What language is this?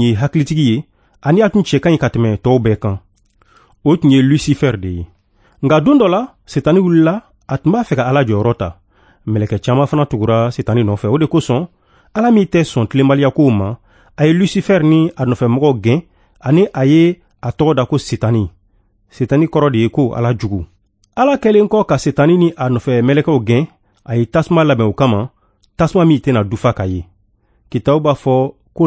Bambara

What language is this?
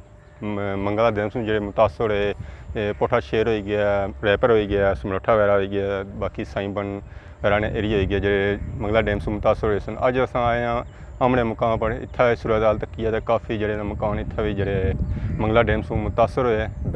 Pahari-Potwari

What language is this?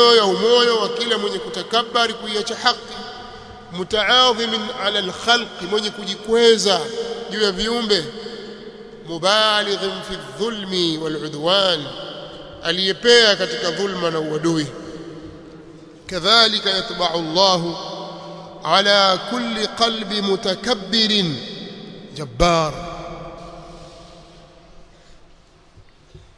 Swahili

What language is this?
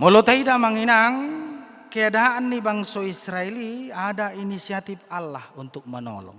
Batak Toba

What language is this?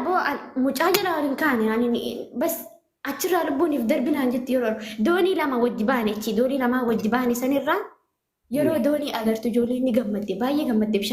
Oromo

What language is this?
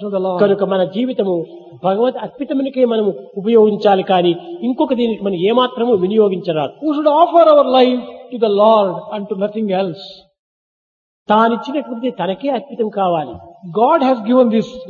Telugu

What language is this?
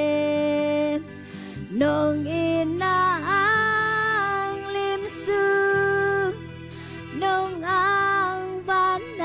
Tedim Chin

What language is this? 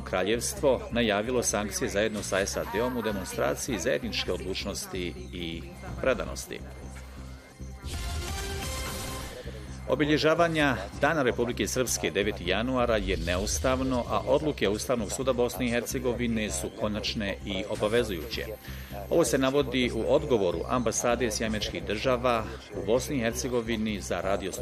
Bosnian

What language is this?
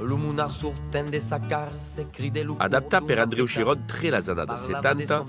Occitan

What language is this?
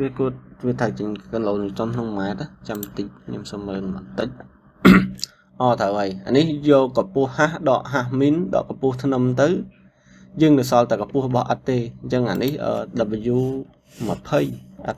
Khmer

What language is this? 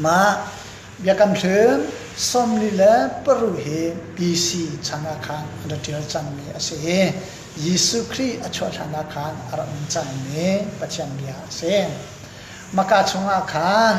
Hakha Chin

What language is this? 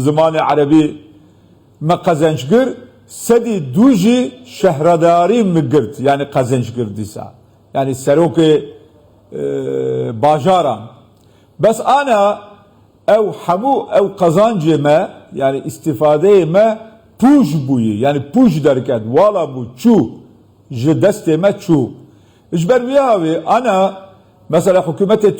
Kurdish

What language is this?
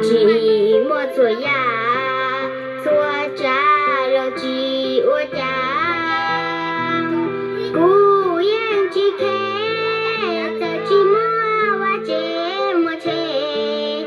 Hmong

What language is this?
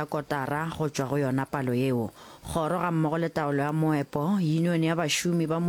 Northern Sotho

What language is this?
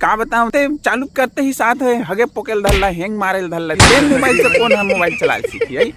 Chhattisgarhi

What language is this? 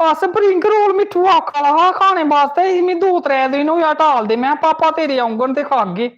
Dogri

